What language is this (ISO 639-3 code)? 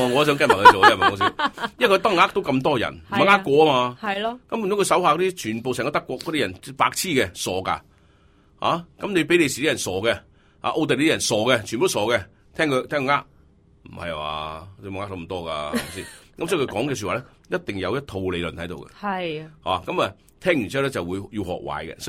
yue